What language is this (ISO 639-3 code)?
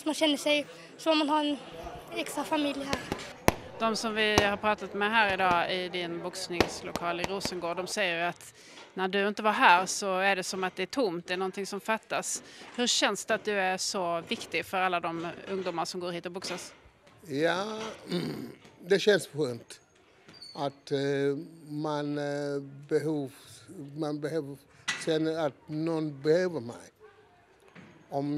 swe